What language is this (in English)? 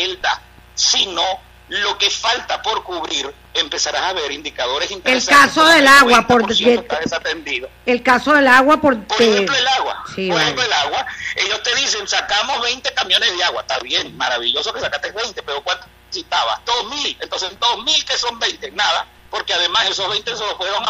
Spanish